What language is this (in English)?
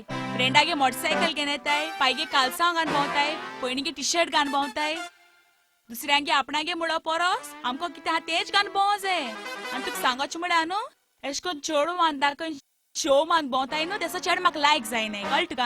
Konkani